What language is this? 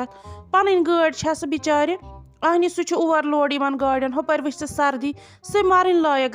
Kashmiri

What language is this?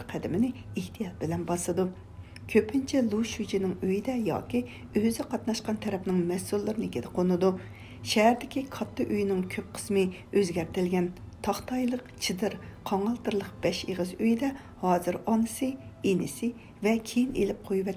Uyghur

